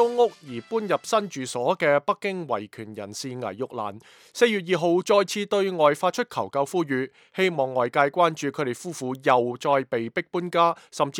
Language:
Cantonese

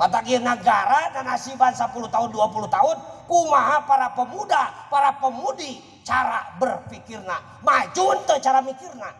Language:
Sundanese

